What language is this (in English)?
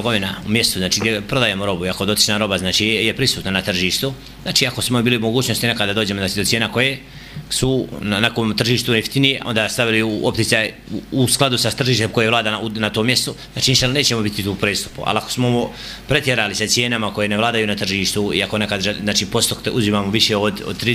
Bosnian